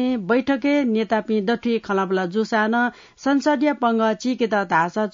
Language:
Newari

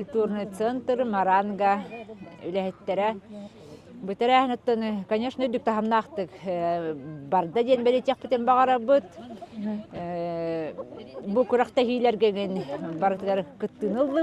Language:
Yakut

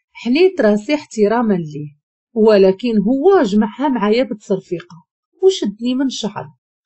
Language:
Moroccan Arabic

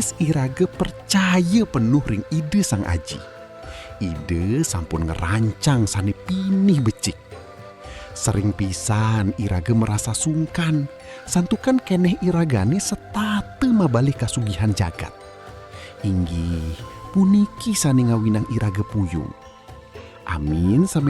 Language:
Balinese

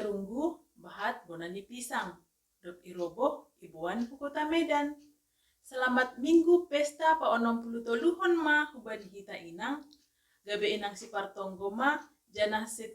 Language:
Batak Simalungun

